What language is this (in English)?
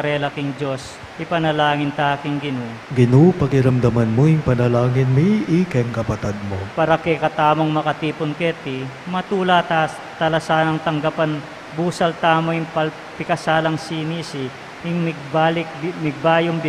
Pampanga